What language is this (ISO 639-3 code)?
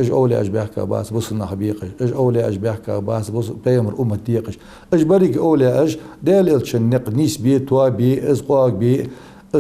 inh